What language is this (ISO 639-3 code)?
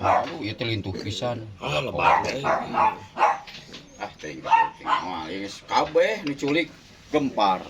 sun